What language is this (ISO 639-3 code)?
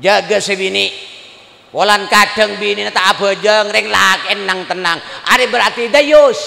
mad